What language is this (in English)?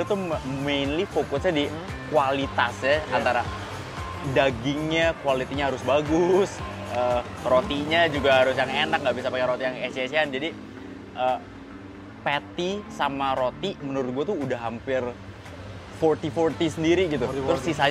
Indonesian